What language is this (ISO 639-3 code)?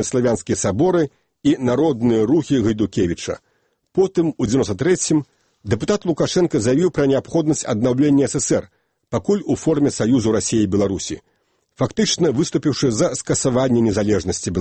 bel